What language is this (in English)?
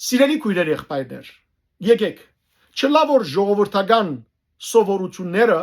Western Armenian